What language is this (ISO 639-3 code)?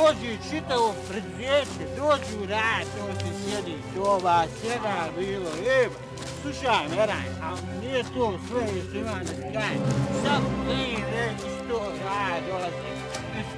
bos